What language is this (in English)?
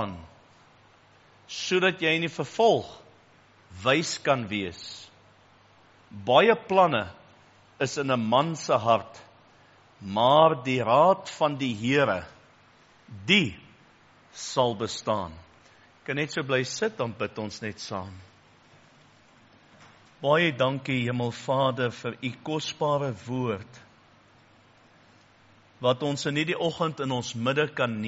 Afrikaans